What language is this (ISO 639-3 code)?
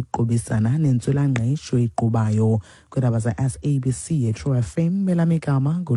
xho